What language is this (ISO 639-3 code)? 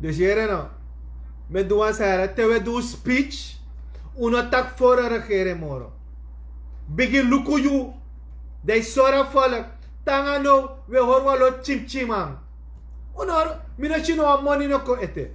srn